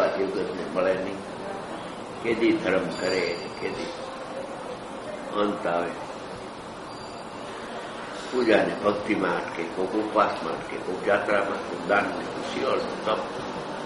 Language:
Gujarati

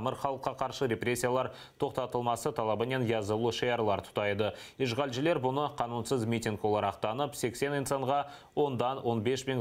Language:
Crimean Tatar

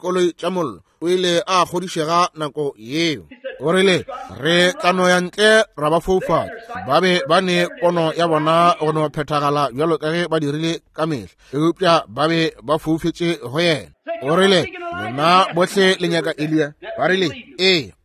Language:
Northern Sotho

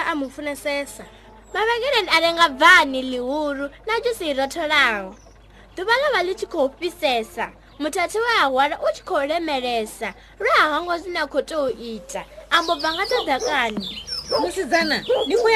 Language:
Venda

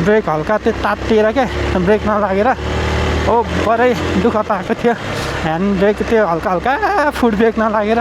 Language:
Nepali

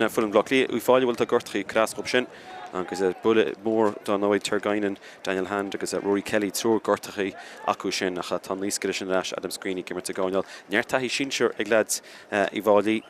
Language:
Irish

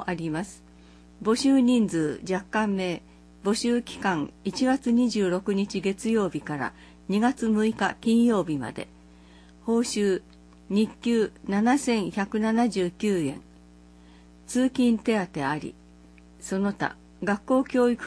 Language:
Japanese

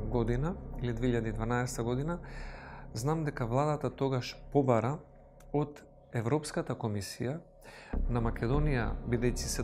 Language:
Macedonian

